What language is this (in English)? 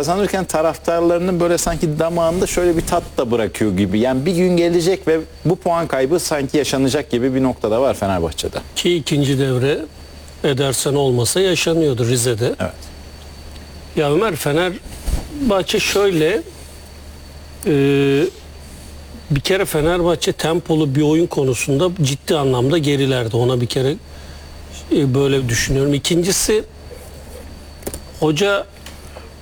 Turkish